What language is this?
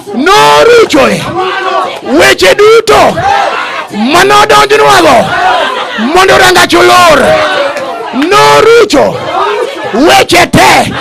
Luo (Kenya and Tanzania)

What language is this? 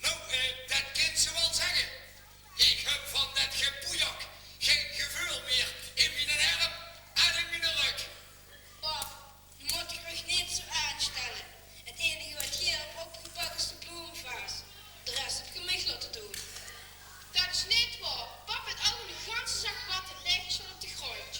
Limburgish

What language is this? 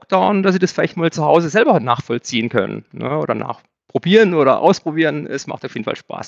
German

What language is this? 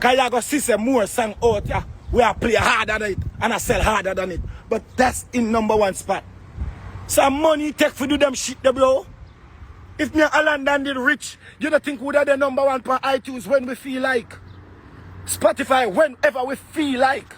Jamaican Creole English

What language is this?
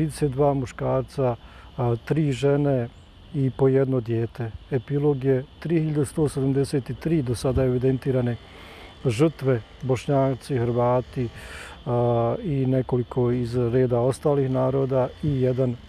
Bosnian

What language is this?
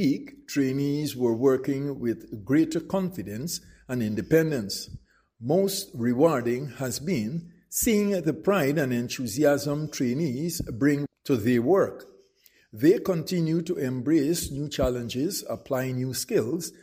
English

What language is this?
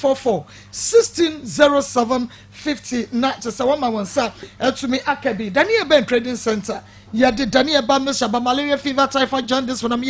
Akan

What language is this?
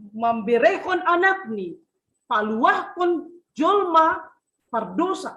Batak Simalungun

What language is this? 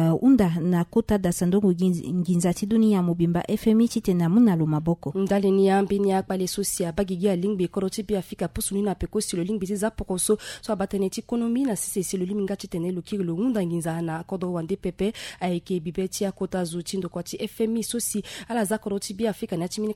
Sango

